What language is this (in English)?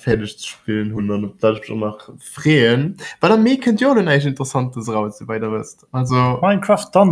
Luxembourgish